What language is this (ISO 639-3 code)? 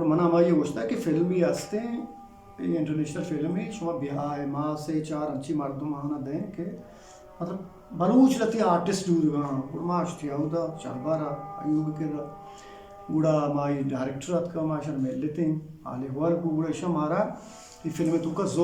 bgp